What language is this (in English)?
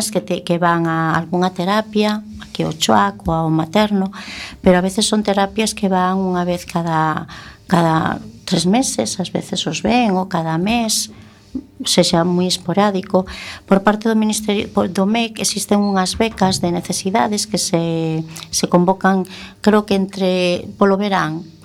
Galician